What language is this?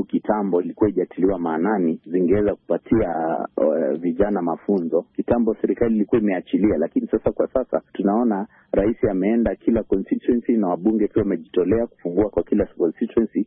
Swahili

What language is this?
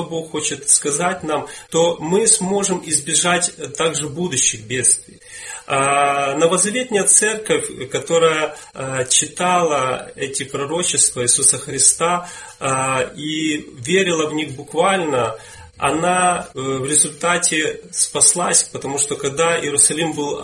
Russian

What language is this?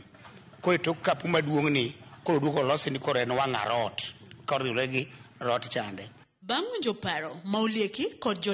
Luo (Kenya and Tanzania)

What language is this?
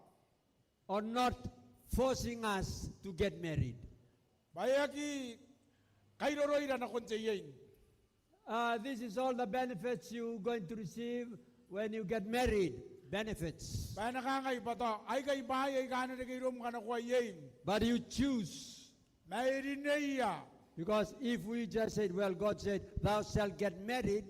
Gilbertese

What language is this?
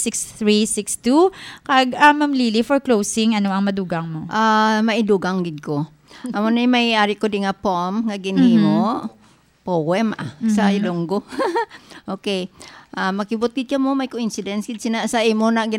Hiligaynon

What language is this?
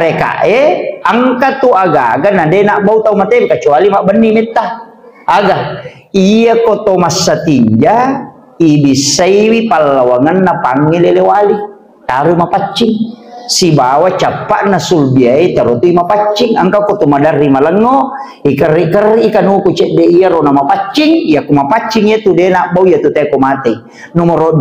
Buginese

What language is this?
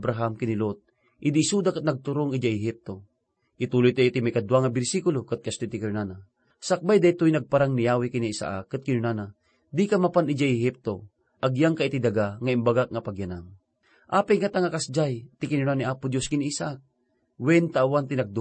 Iloko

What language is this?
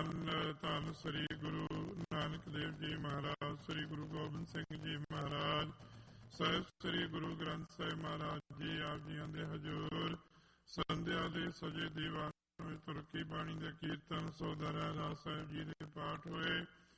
Punjabi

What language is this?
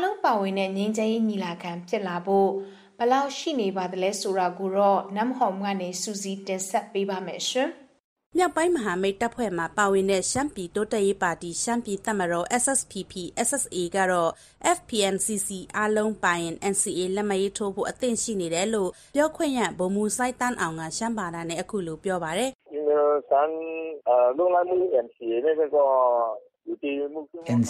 Burmese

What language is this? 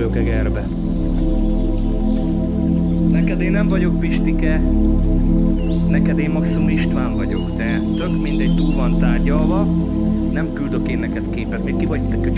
Hungarian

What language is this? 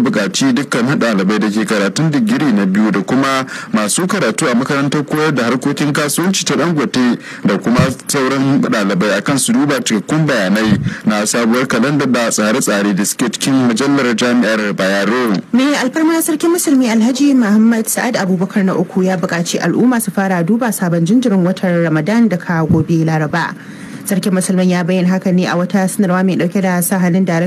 Hausa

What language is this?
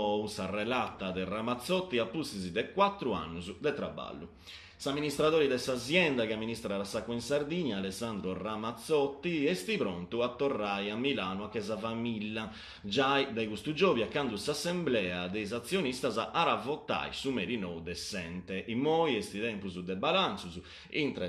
Sardinian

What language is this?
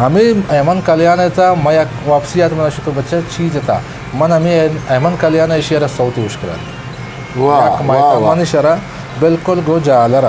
Eastern Balochi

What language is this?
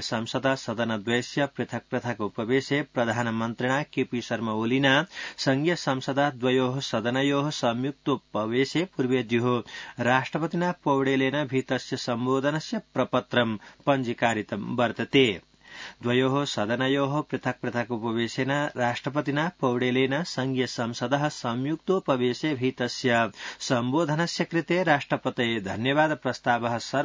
Sanskrit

